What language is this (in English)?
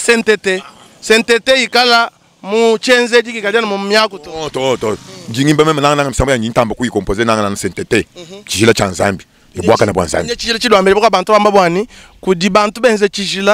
Luba-Lulua